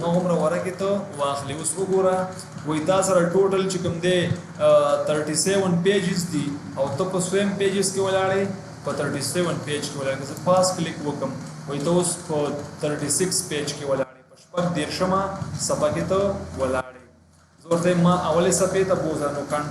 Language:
Pashto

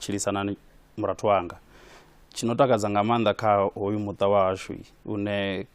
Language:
Venda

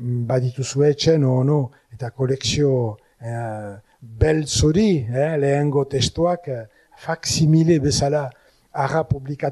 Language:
Basque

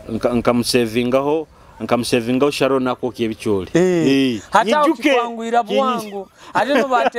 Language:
Nyoro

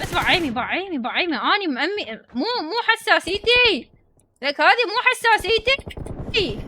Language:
Mesopotamian Arabic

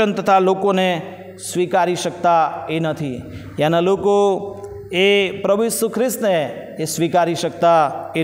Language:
Gujarati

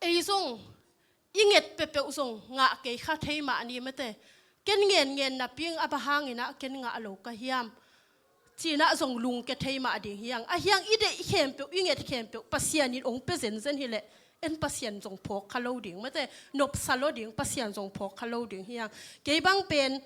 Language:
Tedim Chin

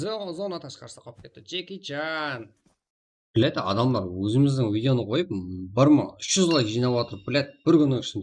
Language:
Kara-Kalpak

